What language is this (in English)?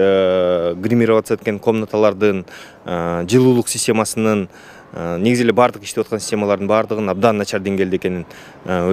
Kyrgyz